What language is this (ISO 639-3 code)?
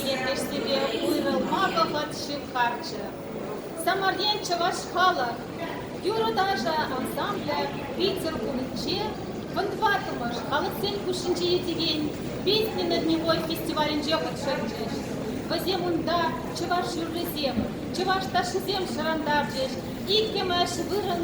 chv